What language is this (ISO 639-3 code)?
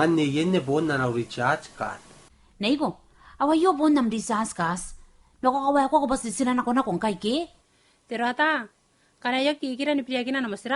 gil